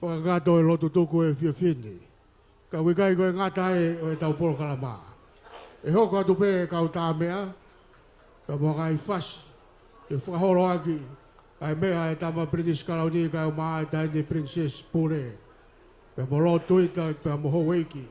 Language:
Tongan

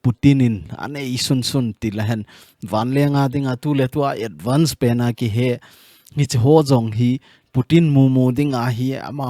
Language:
Thado Chin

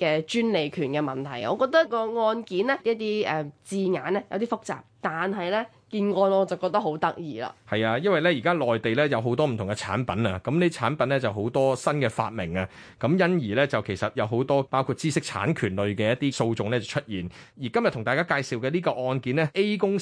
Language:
Cantonese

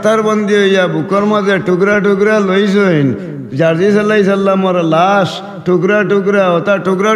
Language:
Sylheti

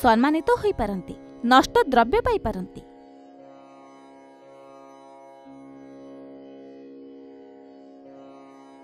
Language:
Odia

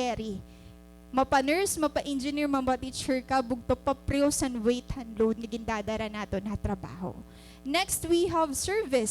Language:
Waray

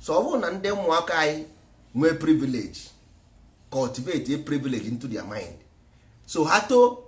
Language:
Igbo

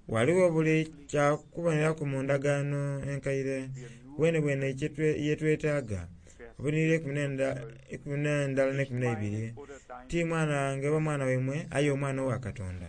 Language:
Soga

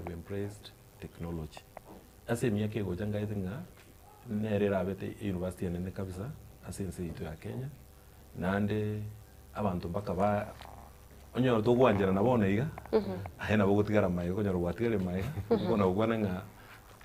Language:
Gusii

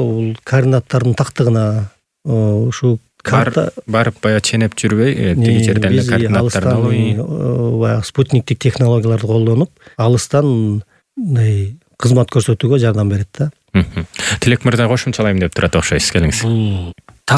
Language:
Kyrgyz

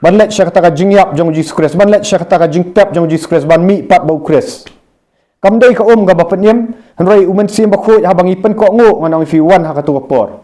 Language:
Khasi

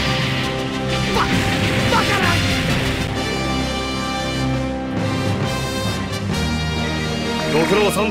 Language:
Japanese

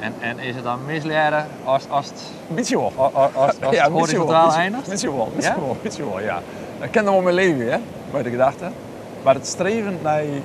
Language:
Western Frisian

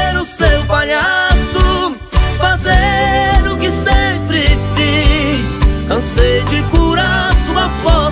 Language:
Portuguese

